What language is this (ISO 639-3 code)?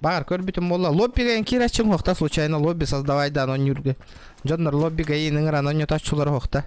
sah